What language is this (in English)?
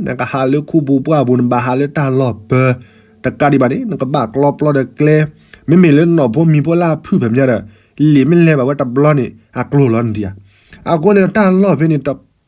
S'gaw Karen